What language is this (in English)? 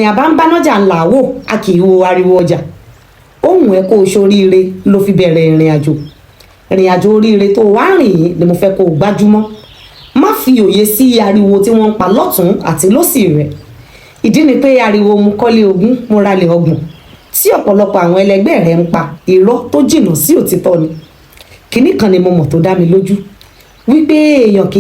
Yoruba